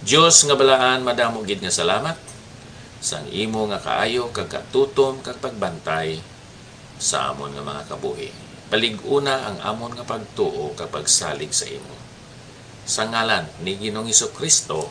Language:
Hiligaynon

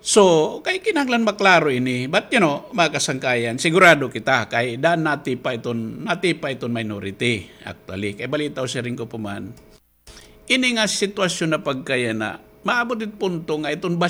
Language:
Waray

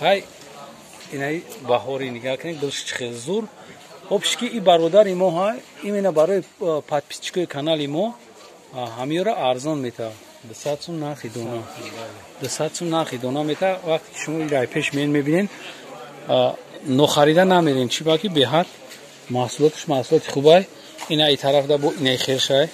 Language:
Tajik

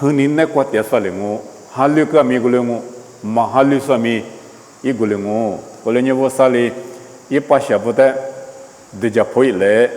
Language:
Lisu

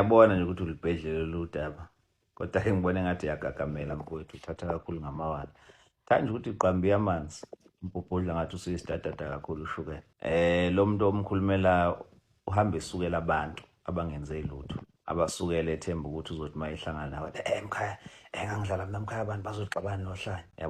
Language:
Zulu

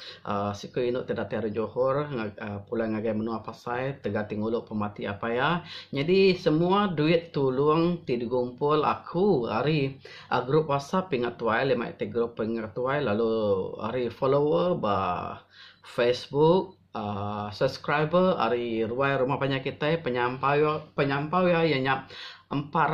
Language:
Iban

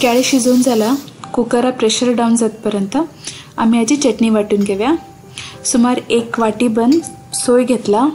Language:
Konkani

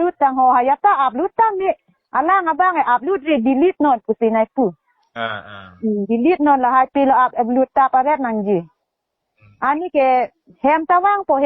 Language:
Karbi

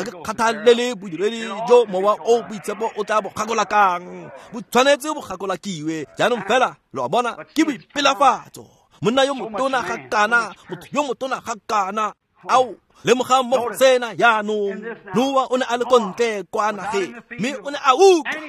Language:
Tswana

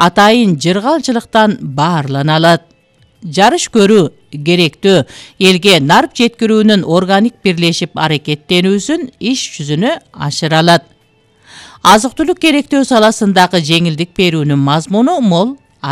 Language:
Kyrgyz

